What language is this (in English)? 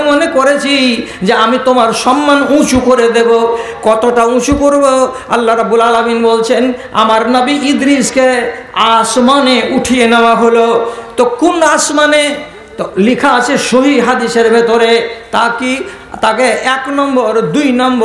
Bangla